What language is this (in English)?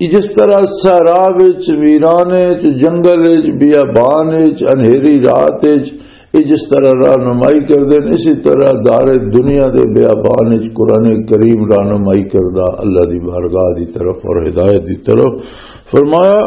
Western Panjabi